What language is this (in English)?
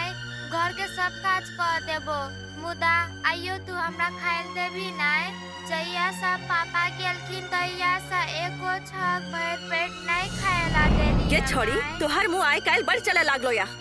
Maithili